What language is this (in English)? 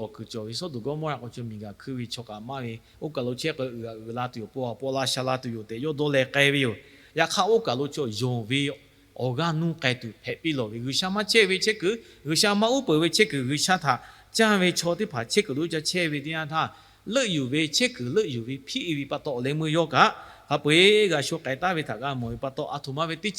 Lahu